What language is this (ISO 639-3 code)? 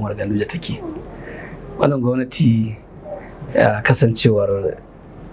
hau